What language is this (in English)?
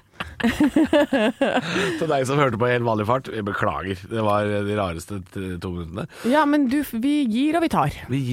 Norwegian